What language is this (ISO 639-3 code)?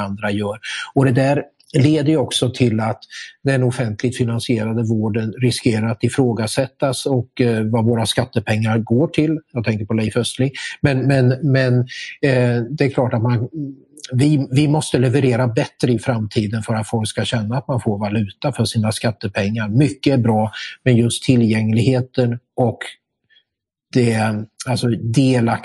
swe